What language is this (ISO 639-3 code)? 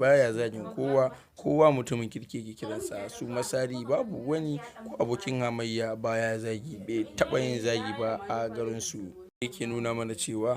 hau